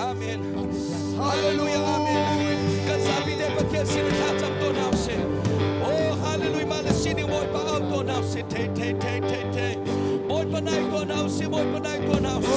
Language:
Hakha Chin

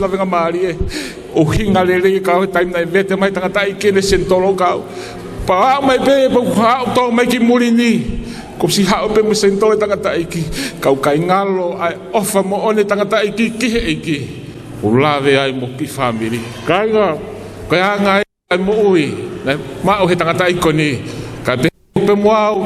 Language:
Tongan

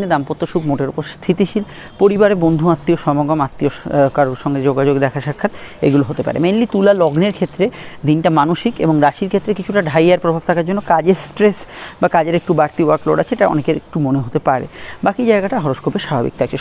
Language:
Bangla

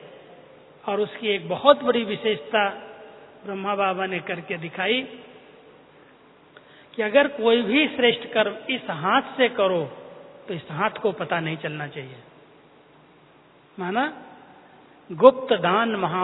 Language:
Hindi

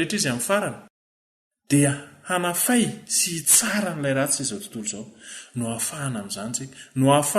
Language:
Malagasy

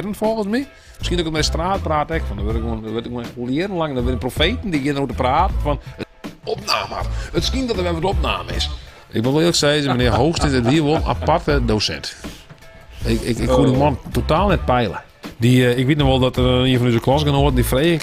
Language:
Western Frisian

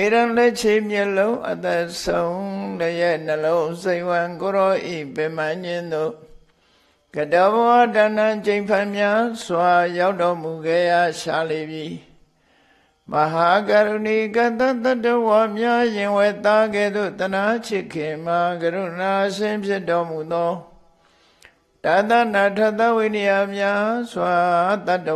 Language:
Burmese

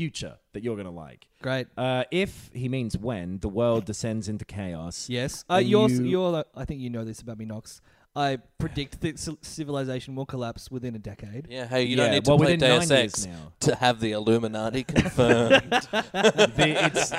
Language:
English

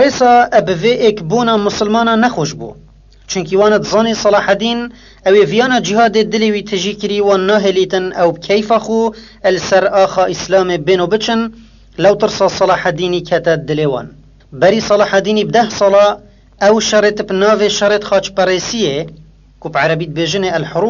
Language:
Kurdish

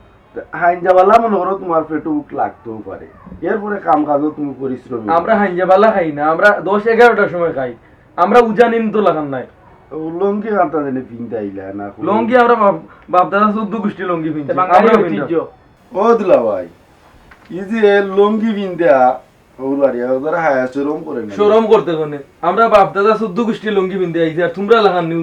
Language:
Sylheti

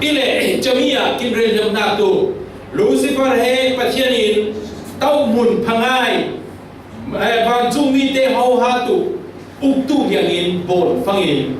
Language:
Falam Chin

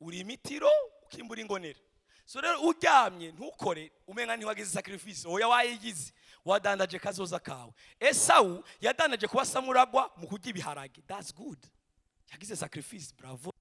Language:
Rundi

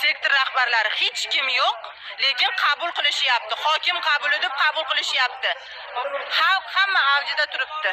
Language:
Uzbek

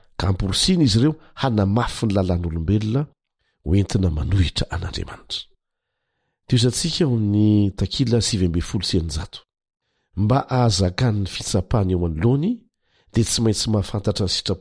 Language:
Malagasy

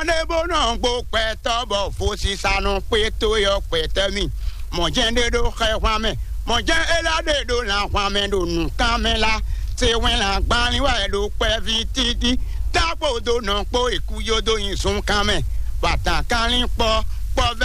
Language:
Fon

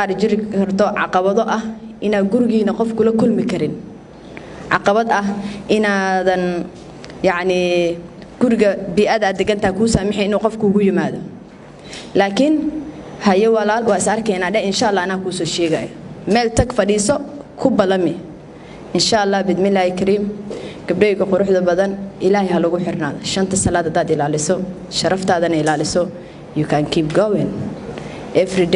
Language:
Somali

